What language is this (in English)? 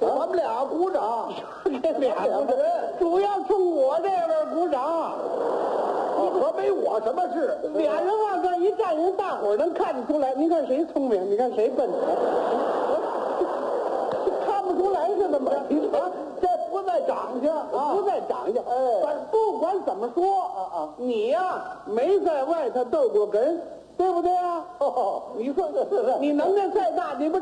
Chinese